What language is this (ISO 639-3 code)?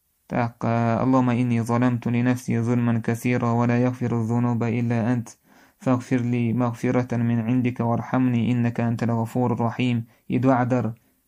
che